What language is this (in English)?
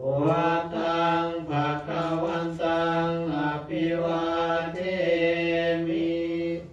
Pali